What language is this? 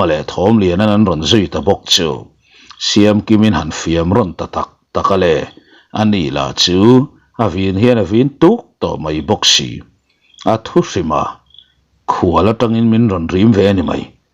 Mizo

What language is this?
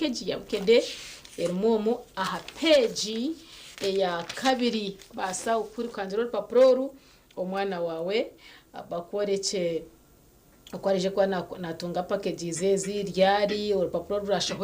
Nyankole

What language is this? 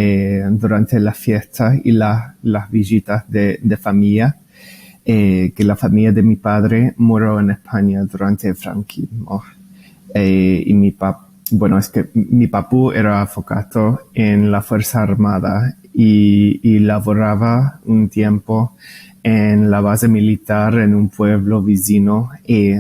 Ladino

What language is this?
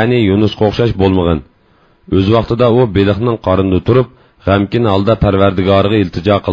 Uyghur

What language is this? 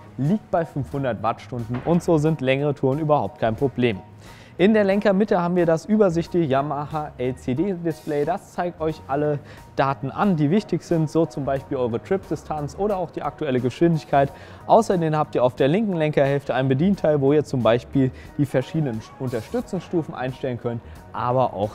German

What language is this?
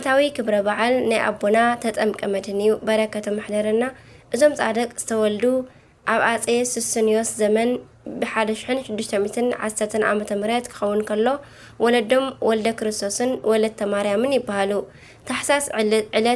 Tigrinya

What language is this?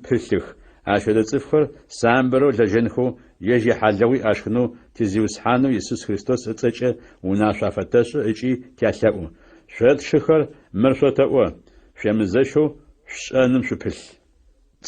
Adyghe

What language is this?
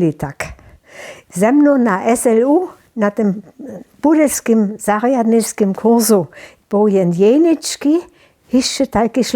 Upper Sorbian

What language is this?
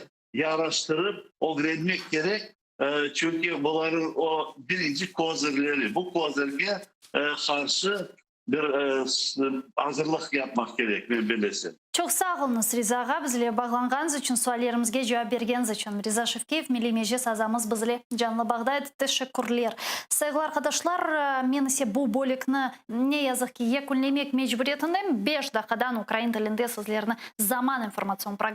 Crimean Tatar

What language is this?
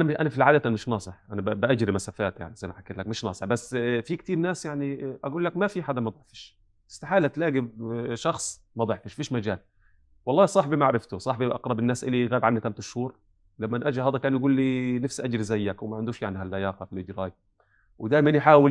North Levantine Arabic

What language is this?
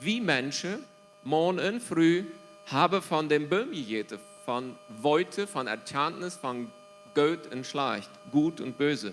Plautdietsch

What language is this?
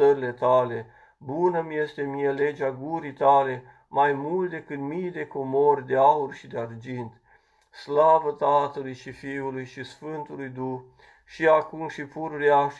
Romanian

